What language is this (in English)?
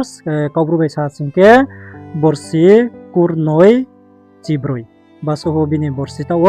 Riang (India)